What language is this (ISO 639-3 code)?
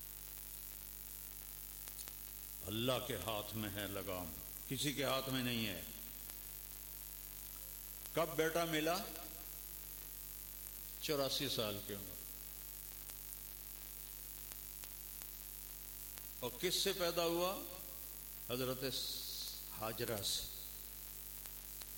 urd